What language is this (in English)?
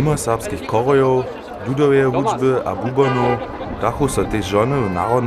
Upper Sorbian